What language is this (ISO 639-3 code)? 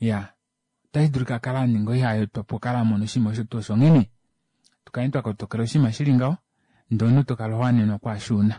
kua